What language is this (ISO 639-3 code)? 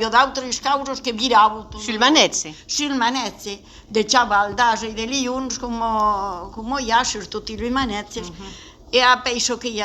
oci